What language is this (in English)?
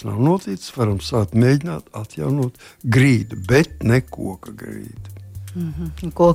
Latvian